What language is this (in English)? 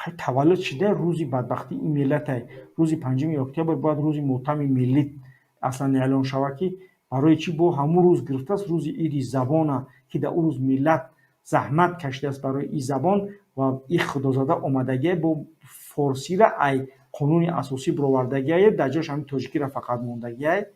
Tajik